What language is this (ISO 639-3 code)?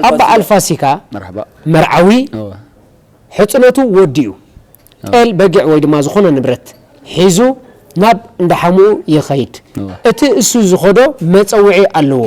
tir